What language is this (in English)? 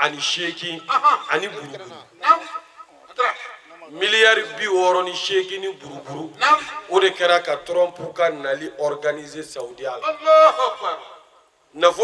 Bambara